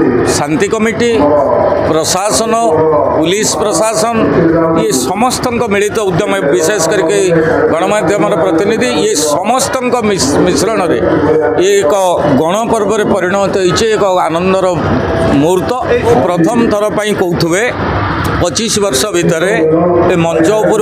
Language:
Odia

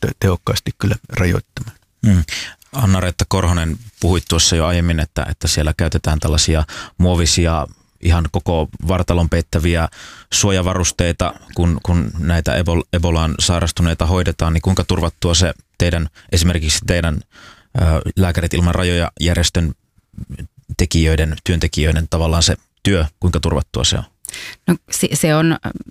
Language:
Finnish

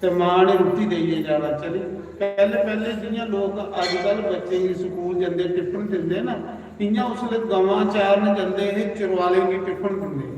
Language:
Dogri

